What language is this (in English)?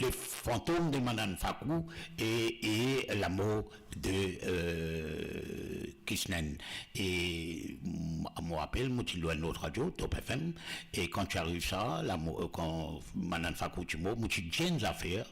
Morisyen